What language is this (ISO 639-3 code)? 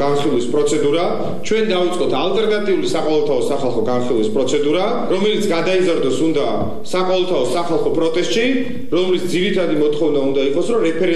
kat